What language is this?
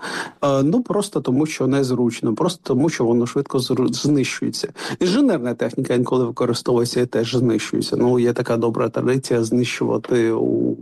Ukrainian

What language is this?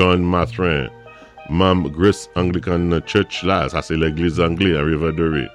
Saint Lucian Creole French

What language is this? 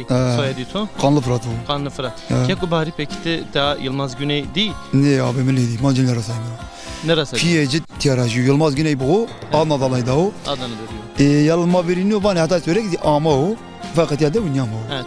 Zaza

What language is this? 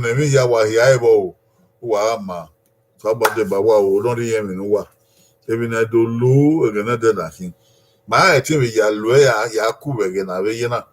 Bini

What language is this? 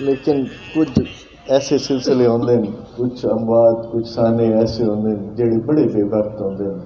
Saraiki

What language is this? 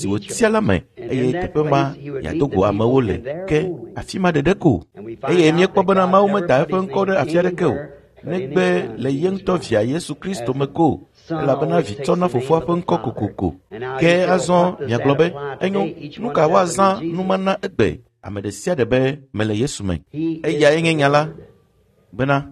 Ewe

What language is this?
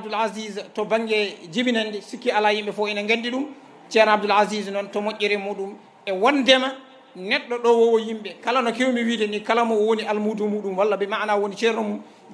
Fula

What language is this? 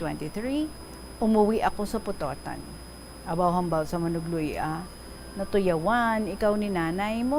Hiligaynon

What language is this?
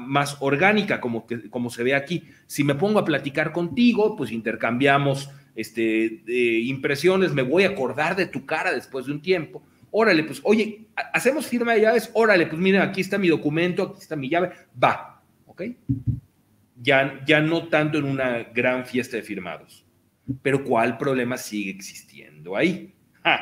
Spanish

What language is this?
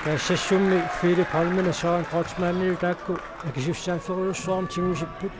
Kalaallisut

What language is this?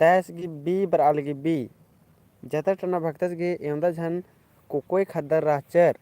Kurukh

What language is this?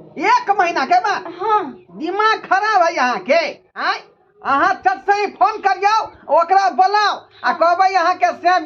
Maithili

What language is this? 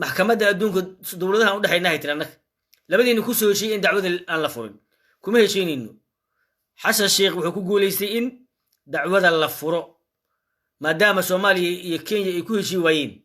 Somali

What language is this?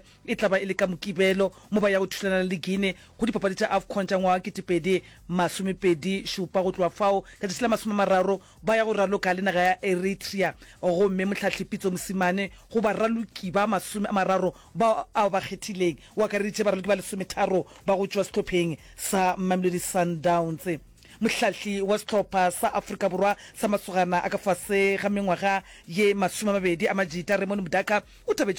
Northern Sotho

